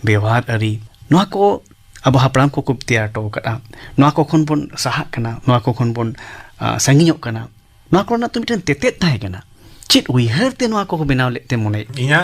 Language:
Santali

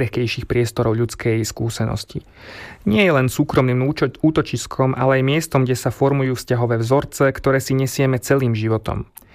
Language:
Slovak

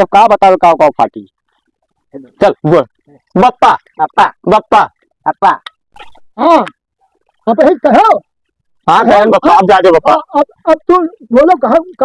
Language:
Awadhi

